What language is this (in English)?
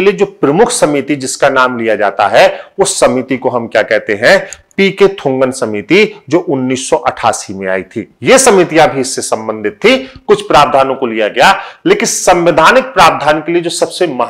Hindi